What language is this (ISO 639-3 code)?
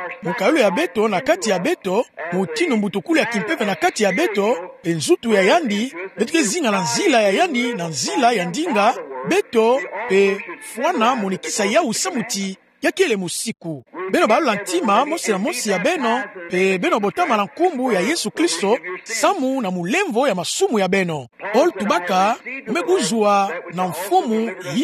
ktu